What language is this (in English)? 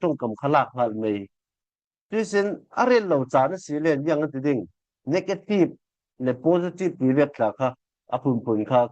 Falam Chin